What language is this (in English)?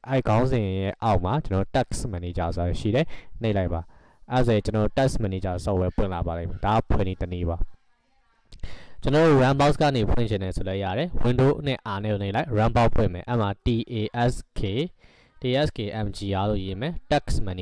Burmese